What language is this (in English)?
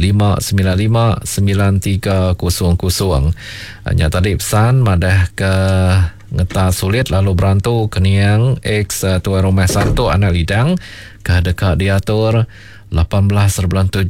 Iban